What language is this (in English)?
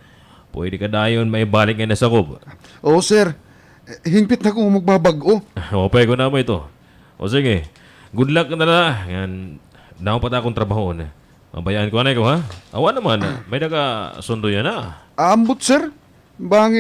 Waray